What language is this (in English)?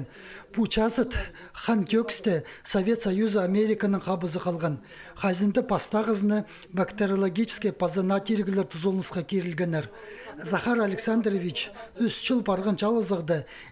Khakas